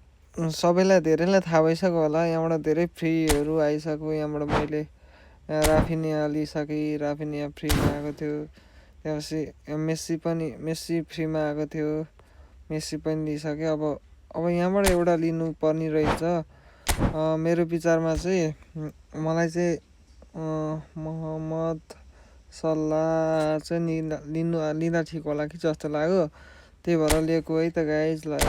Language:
Nepali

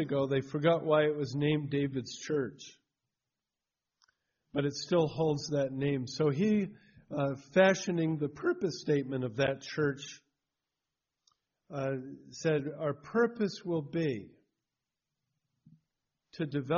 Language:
English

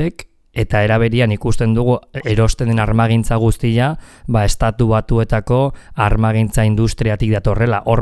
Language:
Basque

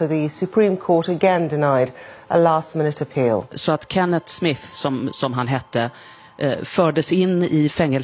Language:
Swedish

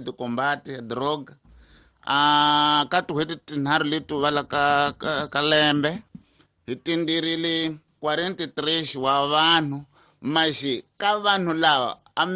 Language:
Tsonga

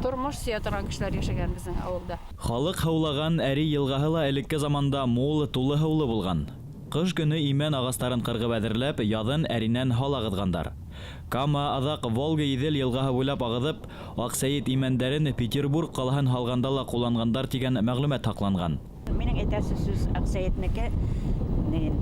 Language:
Bashkir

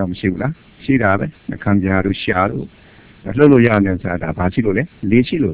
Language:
Burmese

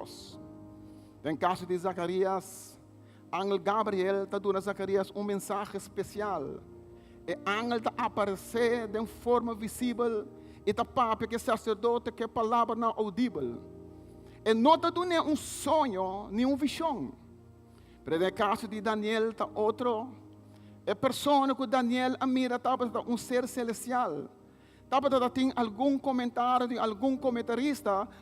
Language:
Papiamento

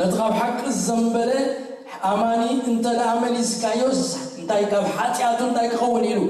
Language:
Tigrinya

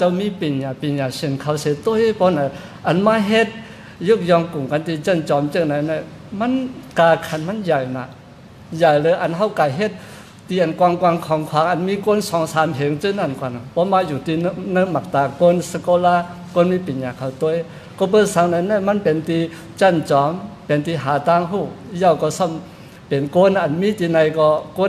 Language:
Shan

